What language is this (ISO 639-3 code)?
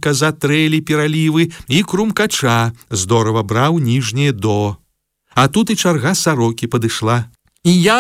bel